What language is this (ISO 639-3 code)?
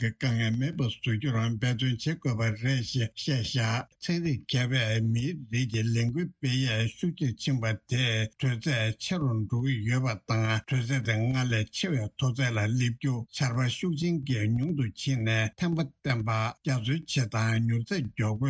bod